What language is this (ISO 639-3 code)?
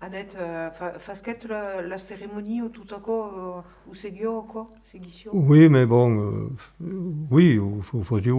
oci